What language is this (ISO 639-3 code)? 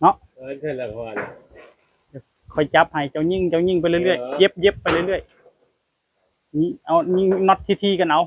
tts